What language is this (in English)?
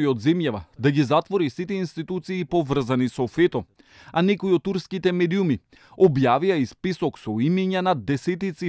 Macedonian